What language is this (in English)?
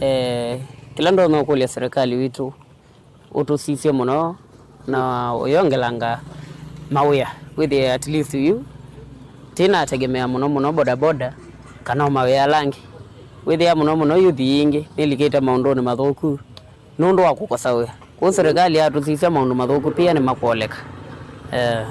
Kamba